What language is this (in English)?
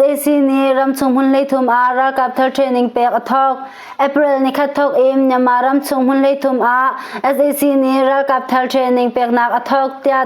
Hakha Chin